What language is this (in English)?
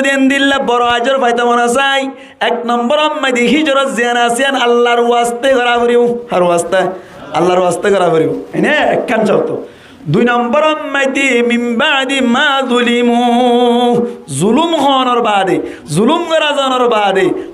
Rohingya